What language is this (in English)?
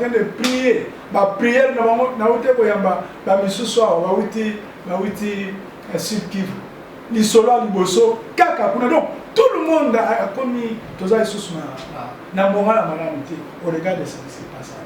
Lingala